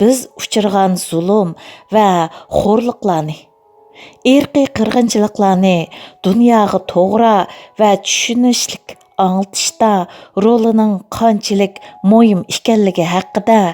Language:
Uyghur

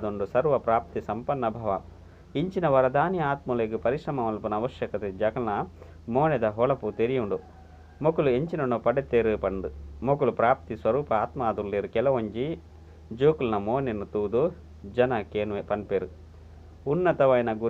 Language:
Tulu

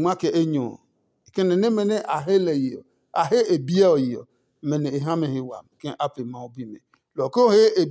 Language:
Adangme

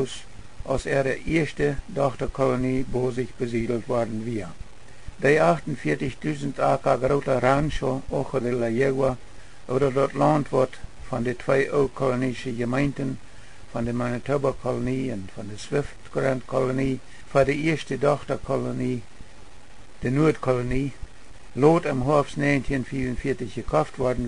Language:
Plautdietsch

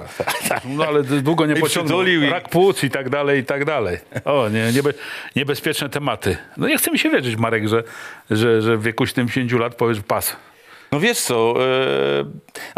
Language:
Polish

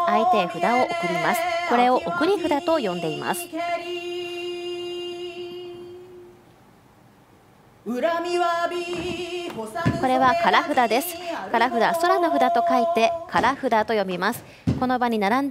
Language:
Japanese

